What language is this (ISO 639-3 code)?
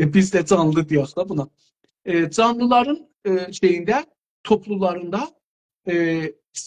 azb